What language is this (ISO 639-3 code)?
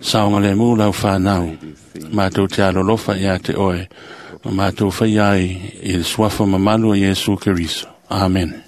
smo